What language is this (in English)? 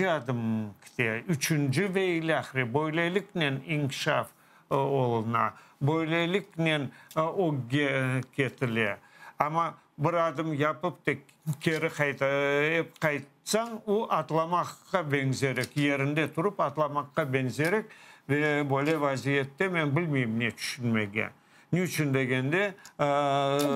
Crimean Tatar